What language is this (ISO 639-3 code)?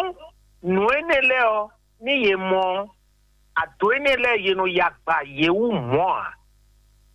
fon